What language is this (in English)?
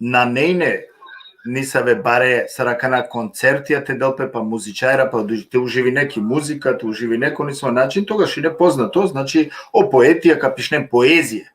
Balkan Romani